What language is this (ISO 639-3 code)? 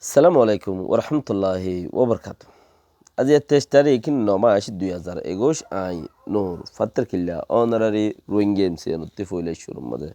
rhg